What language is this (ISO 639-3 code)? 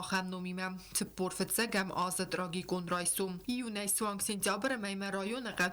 oss